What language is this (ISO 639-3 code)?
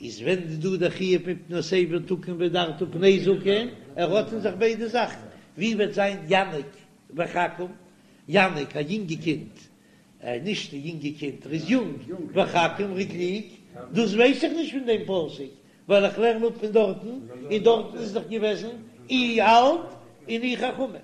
yid